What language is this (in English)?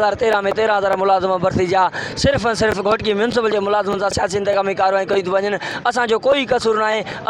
Sindhi